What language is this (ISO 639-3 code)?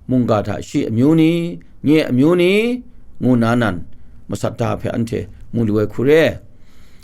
kac